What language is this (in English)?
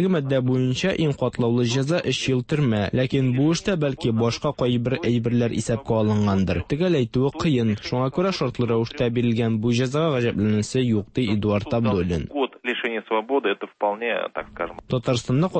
Tatar